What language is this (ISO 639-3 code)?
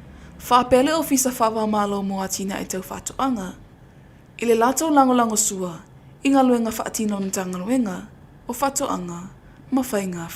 smo